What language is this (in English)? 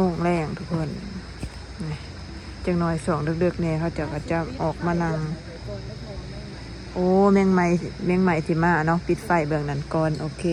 Lao